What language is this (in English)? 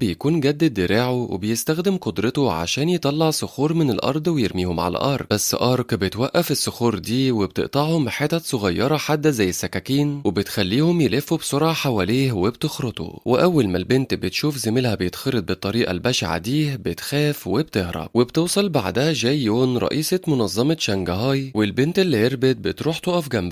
Egyptian Arabic